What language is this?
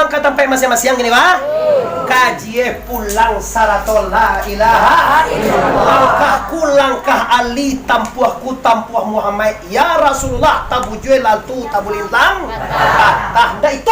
Minangkabau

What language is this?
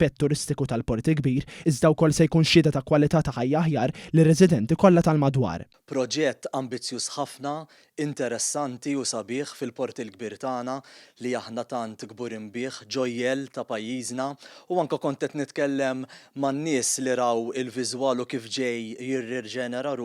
Maltese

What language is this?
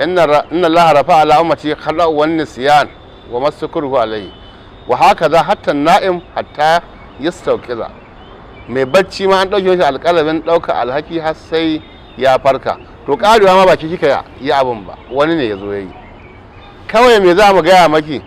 Hausa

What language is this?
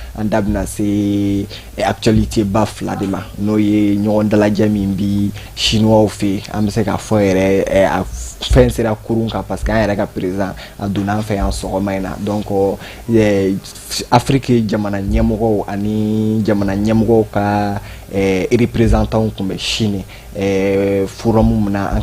Bambara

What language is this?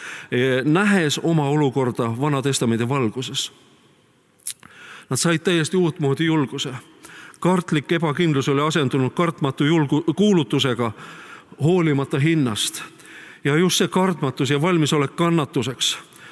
Estonian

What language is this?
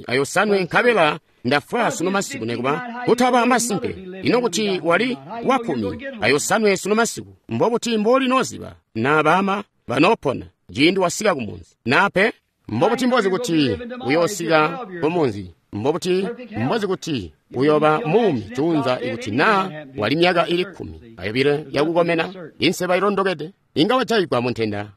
Tonga (Zambia)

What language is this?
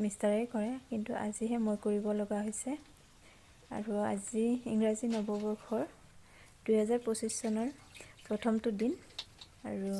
Assamese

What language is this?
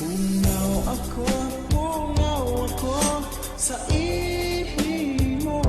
Bikol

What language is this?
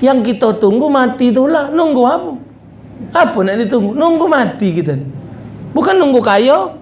Musi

